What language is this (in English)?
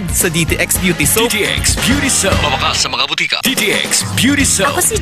Hiligaynon